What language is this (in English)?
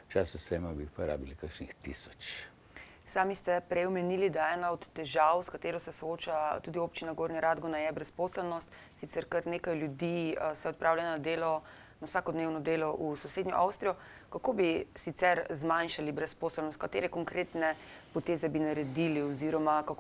Slovenian